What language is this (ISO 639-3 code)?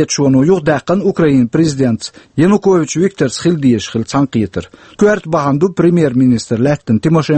che